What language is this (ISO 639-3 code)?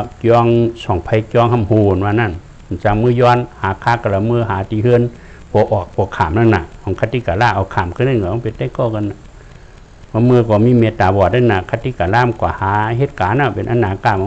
shn